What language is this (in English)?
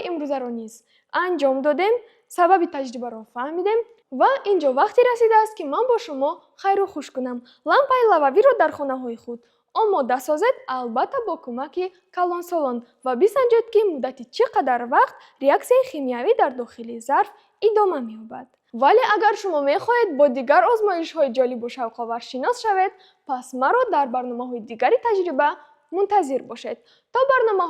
Tajik